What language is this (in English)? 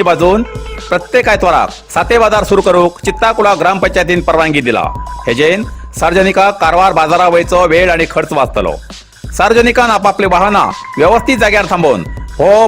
Konkani